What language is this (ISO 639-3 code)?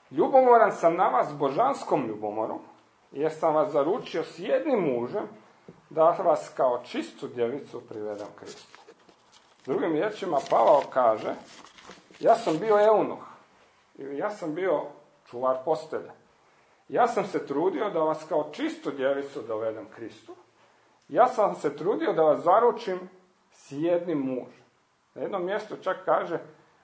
hrv